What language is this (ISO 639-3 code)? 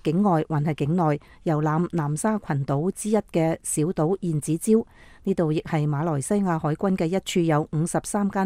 yue